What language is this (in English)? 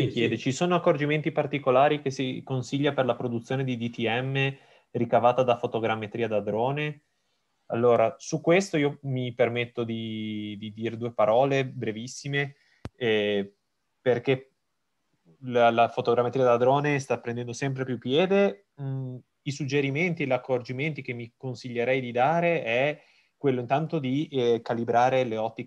Italian